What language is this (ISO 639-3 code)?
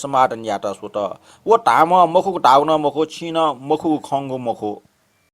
new